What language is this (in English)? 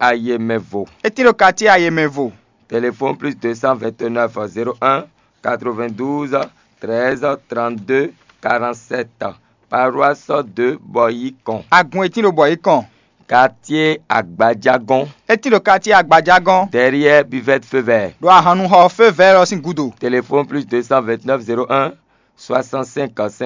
Fon